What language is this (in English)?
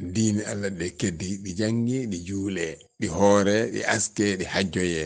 Fula